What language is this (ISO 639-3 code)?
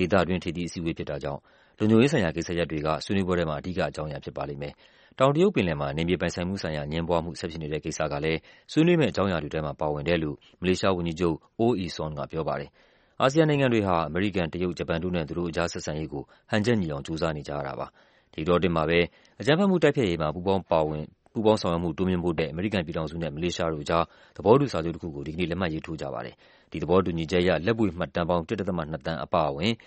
mya